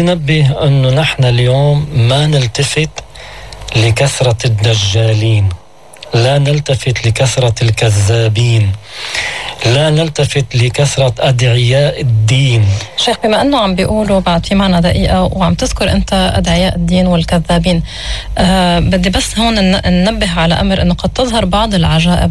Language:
North Levantine Arabic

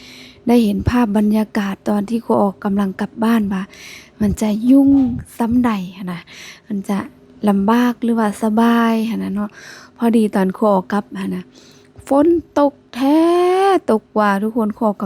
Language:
Lao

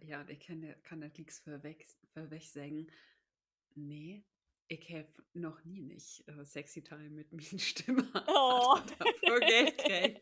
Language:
Low German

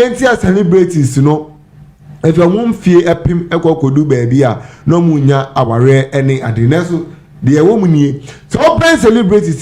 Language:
Akan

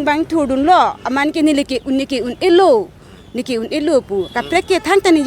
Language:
Karbi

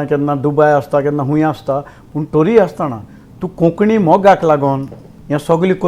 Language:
Konkani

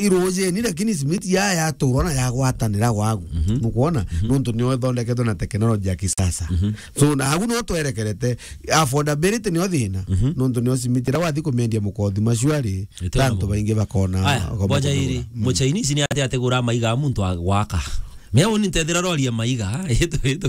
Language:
Meru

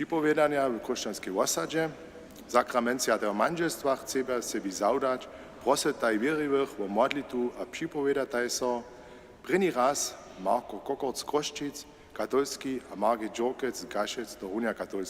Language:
Upper Sorbian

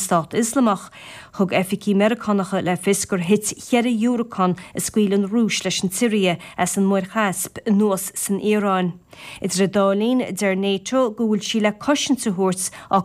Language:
Irish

